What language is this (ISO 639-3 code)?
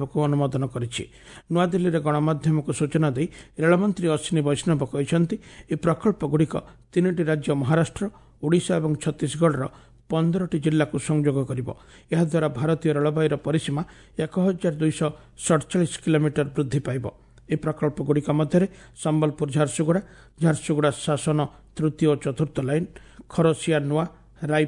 ori